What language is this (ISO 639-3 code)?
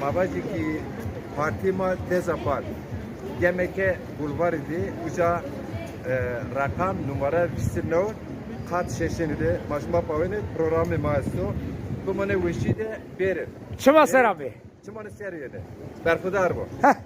zza